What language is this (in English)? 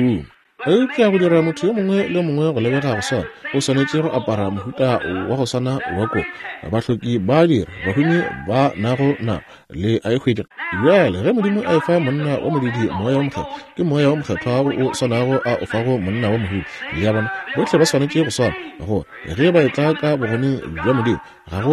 Northern Sotho